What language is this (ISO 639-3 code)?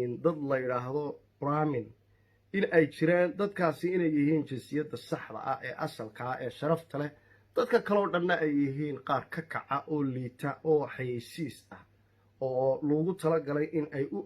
som